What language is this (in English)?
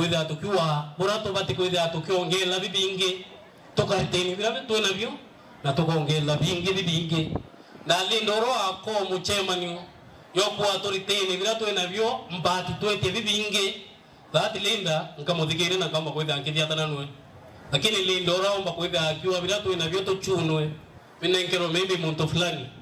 Meru